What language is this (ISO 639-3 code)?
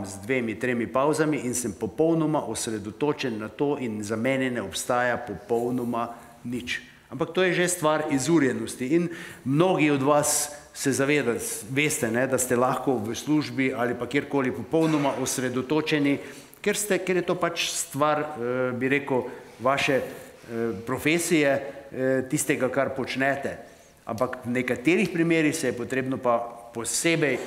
slv